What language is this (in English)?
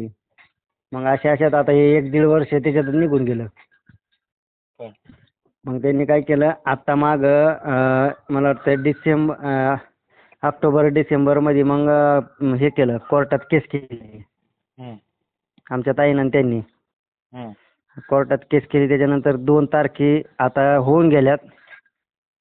Marathi